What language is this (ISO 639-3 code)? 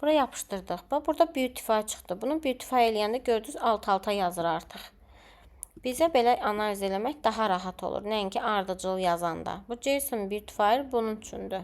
aze